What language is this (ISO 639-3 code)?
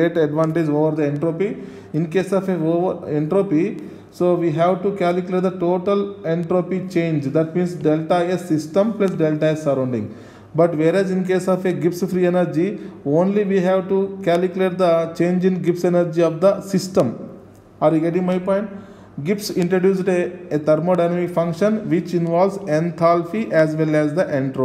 eng